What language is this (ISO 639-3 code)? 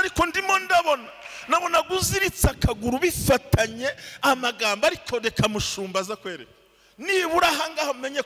kin